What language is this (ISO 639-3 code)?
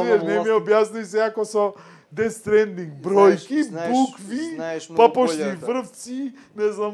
mkd